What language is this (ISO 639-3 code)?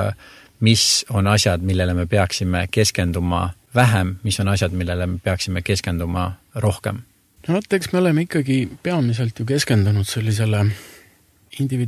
est